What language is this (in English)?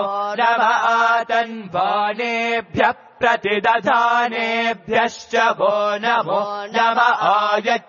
Sanskrit